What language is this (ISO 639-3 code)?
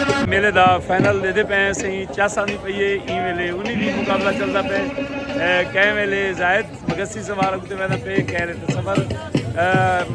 skr